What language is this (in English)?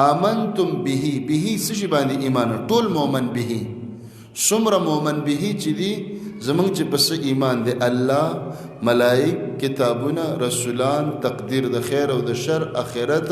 Pashto